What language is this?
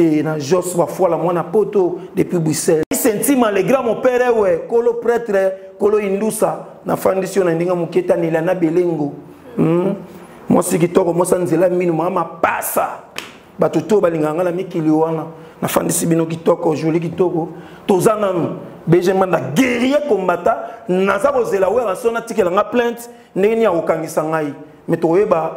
Lingala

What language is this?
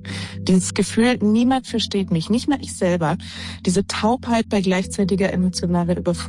German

